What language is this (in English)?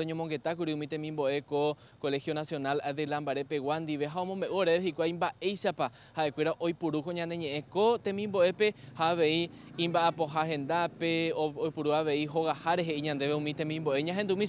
Guarani